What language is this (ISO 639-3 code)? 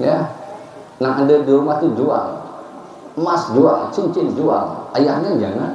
bjn